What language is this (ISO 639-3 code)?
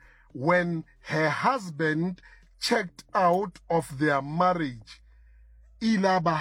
sot